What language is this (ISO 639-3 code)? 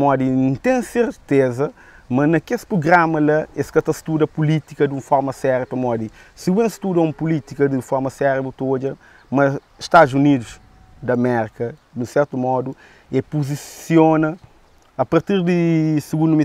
kea